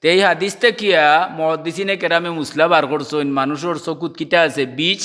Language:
Sylheti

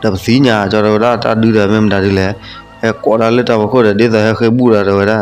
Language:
S'gaw Karen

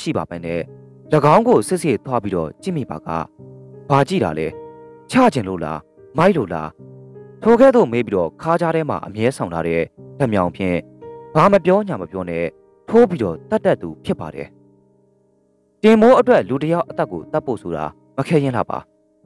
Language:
Burmese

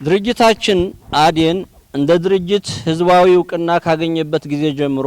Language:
Amharic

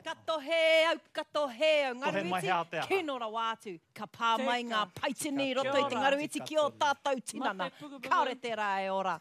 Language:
Māori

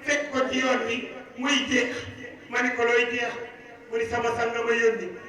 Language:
Wolof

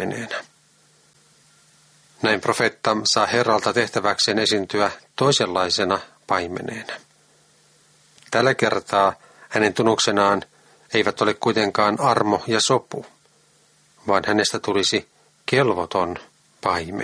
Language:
Finnish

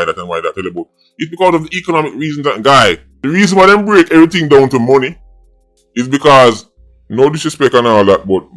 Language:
Jamaican Creole English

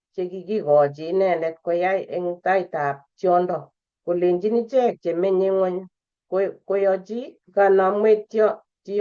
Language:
Kalenjin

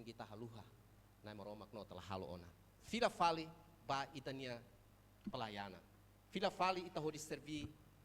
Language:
Tetum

